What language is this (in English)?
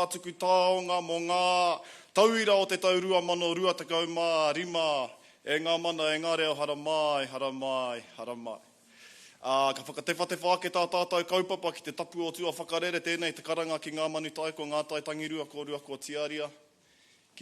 Māori